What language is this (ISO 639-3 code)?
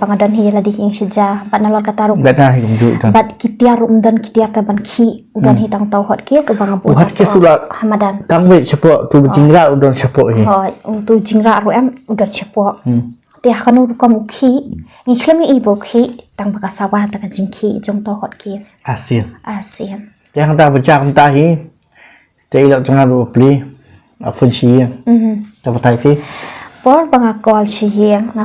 kha